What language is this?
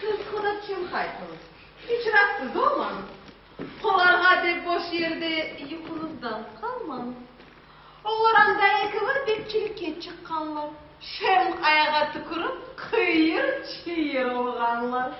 Crimean Tatar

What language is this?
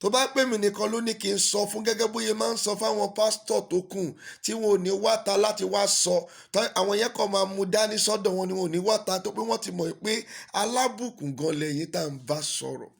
Yoruba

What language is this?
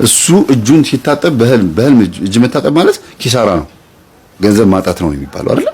Amharic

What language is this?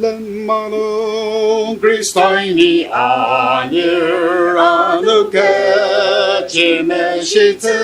Ao Naga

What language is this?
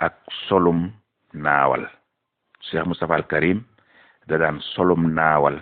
Wolof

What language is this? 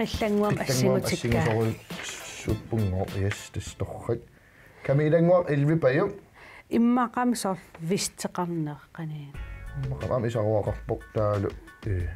Kalaallisut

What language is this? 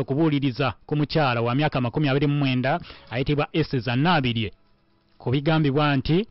Ganda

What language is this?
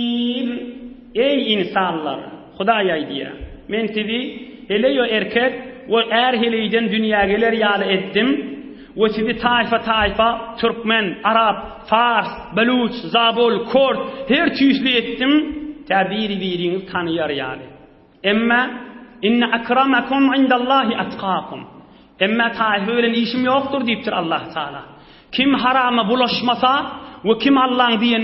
Turkmen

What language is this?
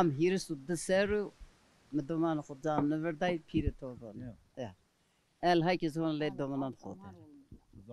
Zaza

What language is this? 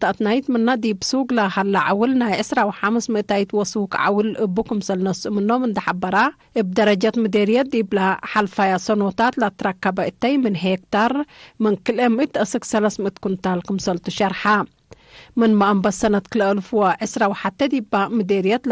Tigre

